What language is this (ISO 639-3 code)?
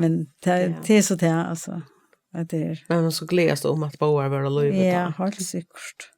fao